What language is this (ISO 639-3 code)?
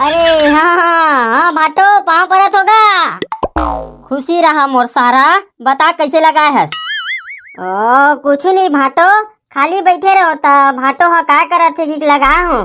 hne